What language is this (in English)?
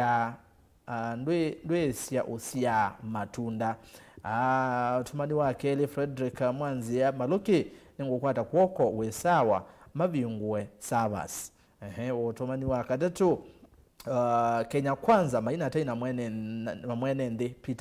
Kamba